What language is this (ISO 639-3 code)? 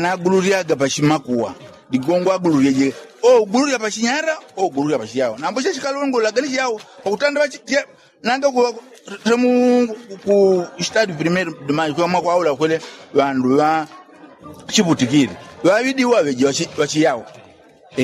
yao